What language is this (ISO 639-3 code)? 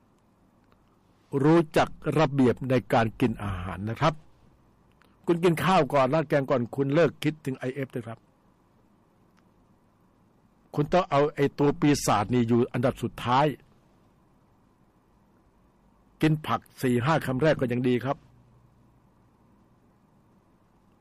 tha